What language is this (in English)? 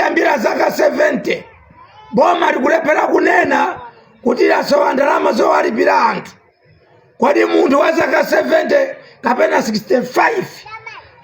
Nyanja